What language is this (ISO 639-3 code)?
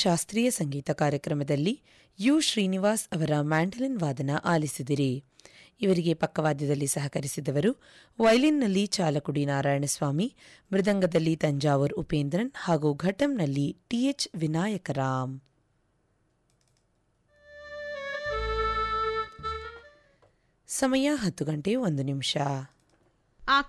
kan